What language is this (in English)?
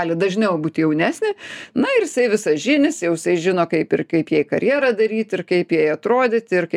Lithuanian